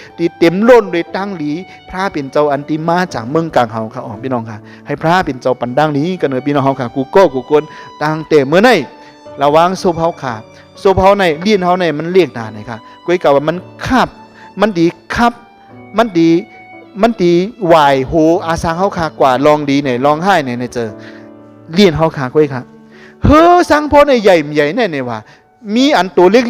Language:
Shan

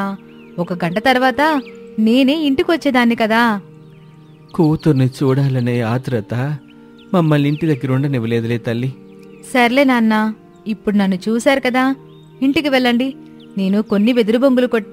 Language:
Telugu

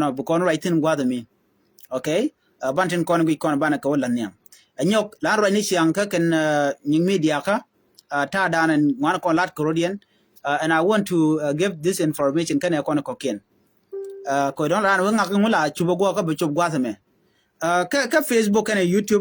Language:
Nuer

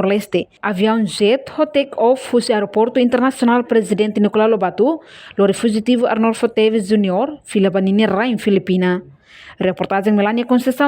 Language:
Tetum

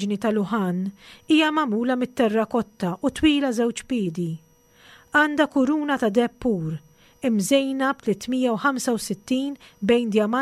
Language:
Maltese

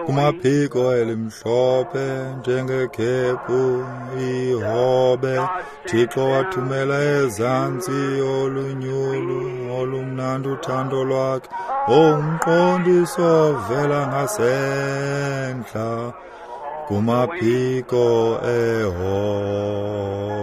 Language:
Xhosa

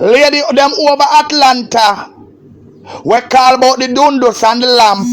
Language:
Jamaican Creole English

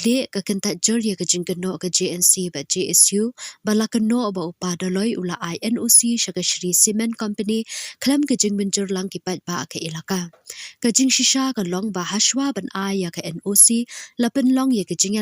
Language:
Khasi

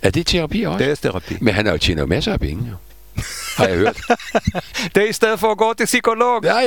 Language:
Danish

